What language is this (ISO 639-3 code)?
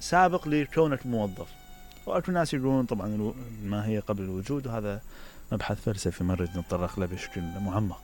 acm